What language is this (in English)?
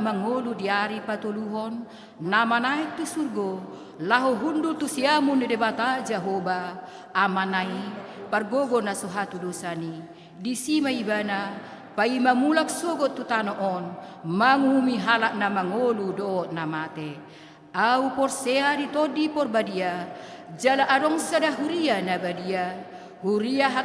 Batak Toba